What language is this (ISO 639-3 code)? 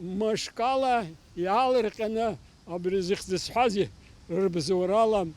abk